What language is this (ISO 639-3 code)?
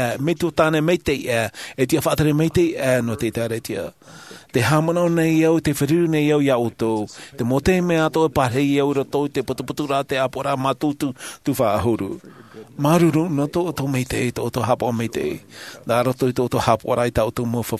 tah